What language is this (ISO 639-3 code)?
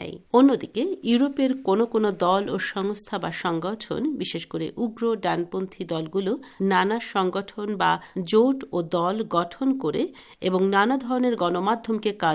ben